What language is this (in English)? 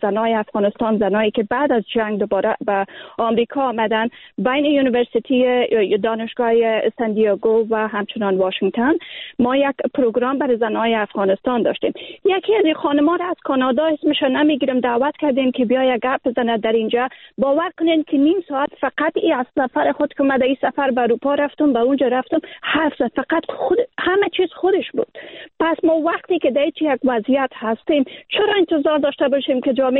Persian